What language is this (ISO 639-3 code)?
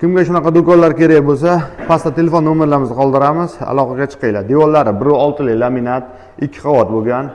uzb